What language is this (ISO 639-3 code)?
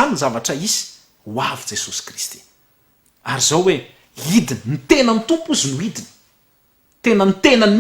mlg